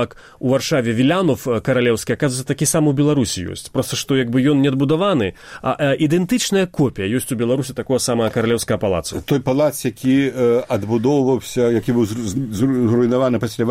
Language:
Belarusian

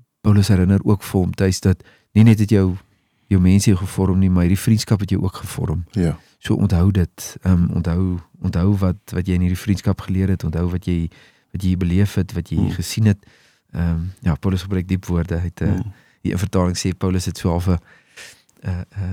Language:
Afrikaans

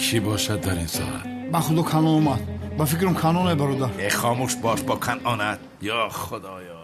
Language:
Tajik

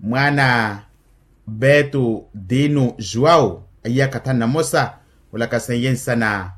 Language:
Makhuwa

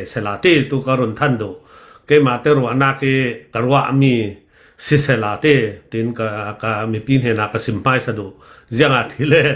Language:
Hakha Chin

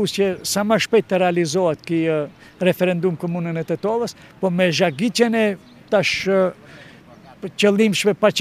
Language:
Macedonian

